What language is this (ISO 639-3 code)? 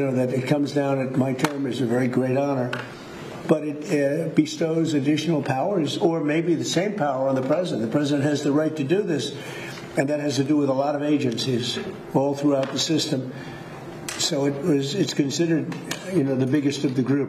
eng